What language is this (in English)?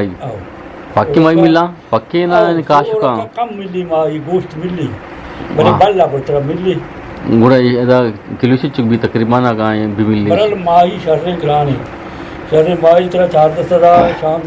Eastern Balochi